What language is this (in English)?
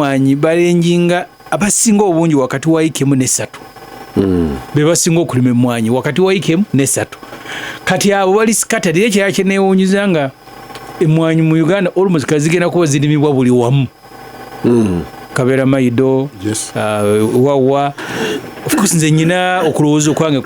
Ganda